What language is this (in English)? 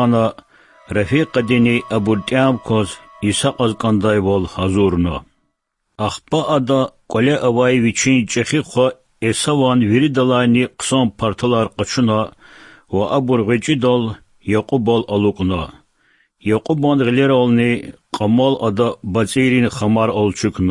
Lezghian